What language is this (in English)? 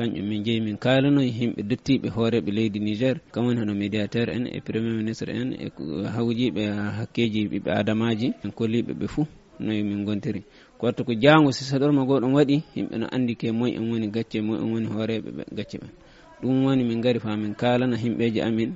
Fula